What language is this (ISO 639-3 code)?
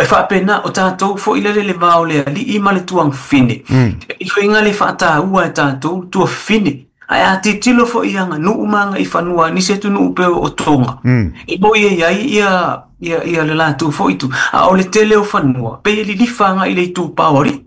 smo